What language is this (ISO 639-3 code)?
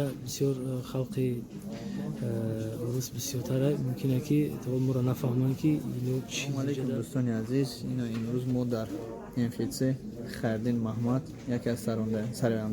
tgk